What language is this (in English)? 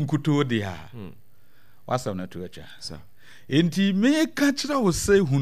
Akan